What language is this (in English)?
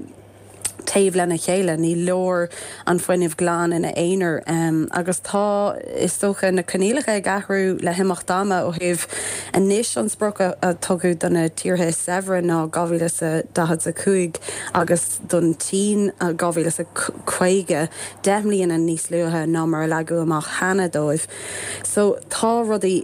Irish